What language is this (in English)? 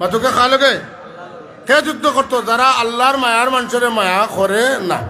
Sylheti